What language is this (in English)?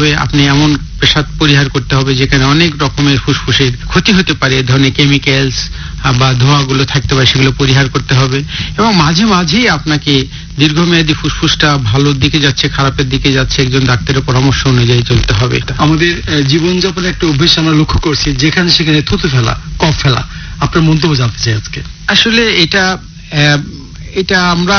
Bangla